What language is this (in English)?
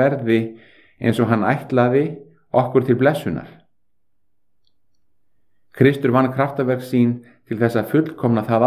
Icelandic